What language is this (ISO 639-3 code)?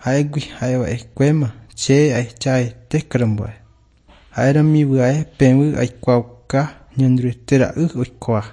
grn